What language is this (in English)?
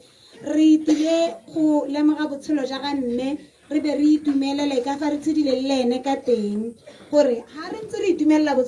Tswana